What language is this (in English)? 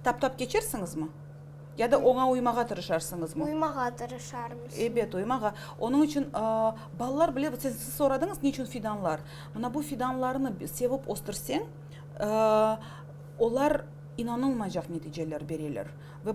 Crimean Tatar